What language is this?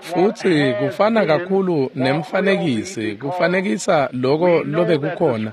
Swati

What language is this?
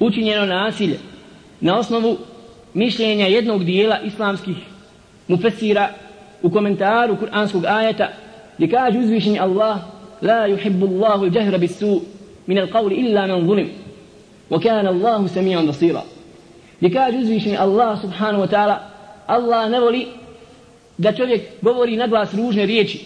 Bosnian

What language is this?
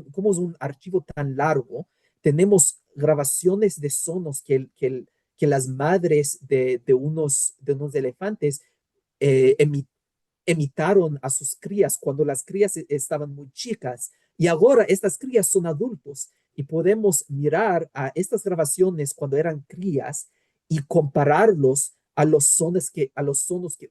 Ladino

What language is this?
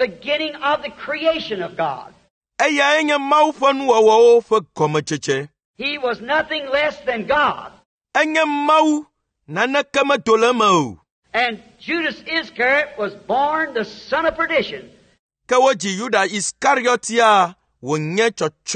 Ewe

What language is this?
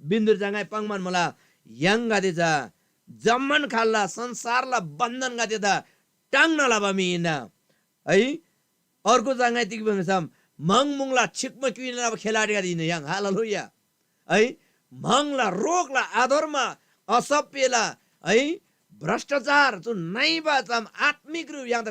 Eastern Tamang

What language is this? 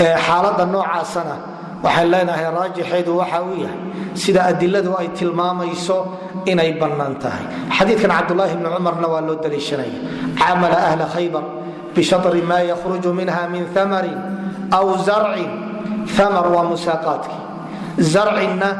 Somali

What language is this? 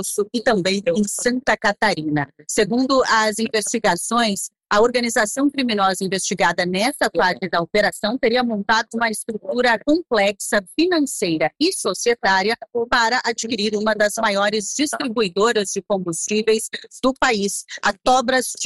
Portuguese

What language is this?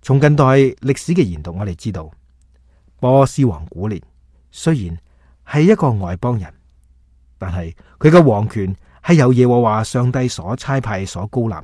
Cantonese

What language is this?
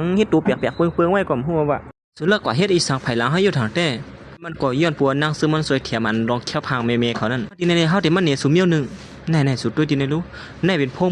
Shan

